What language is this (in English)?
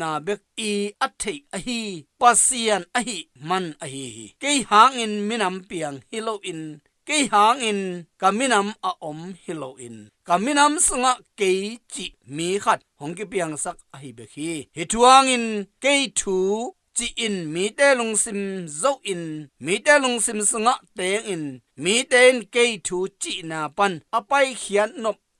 Tedim Chin